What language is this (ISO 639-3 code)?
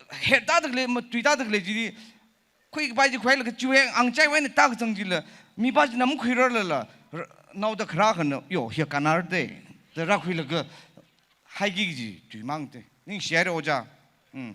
nmf